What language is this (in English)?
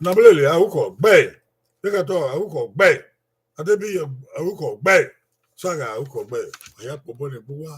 Bini